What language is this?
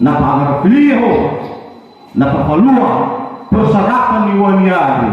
Nias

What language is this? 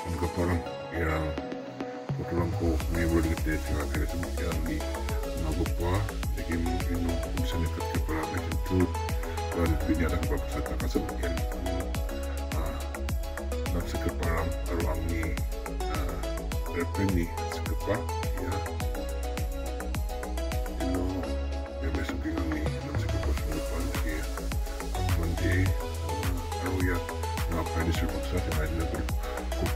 Indonesian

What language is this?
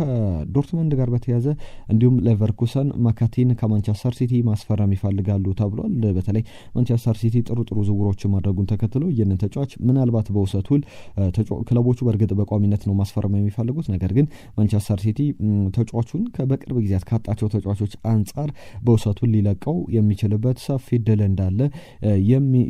Amharic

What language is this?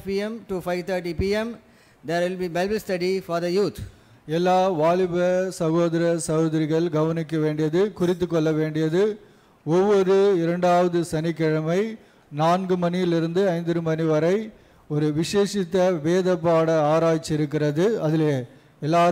Tamil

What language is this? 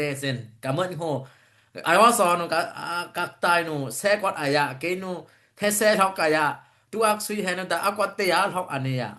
Dimasa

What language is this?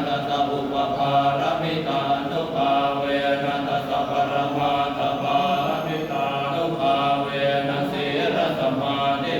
Pali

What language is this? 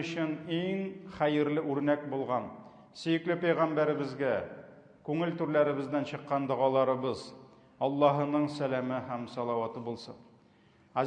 Tatar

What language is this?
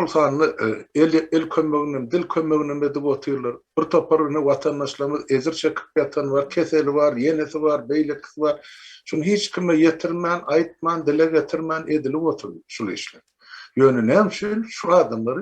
Turkmen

